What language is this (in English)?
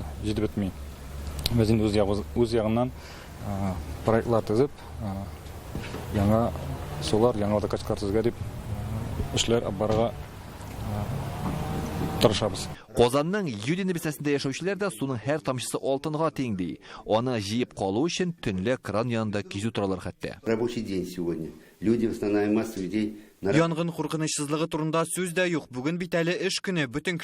Tatar